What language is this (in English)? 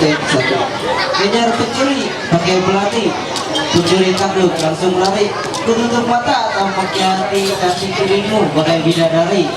Ma'anyan